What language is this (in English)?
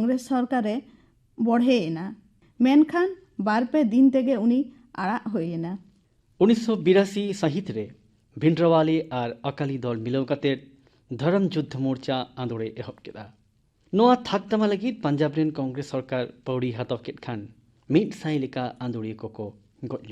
Santali